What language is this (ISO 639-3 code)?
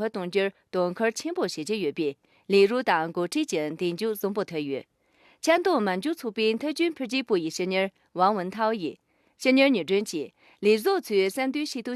khg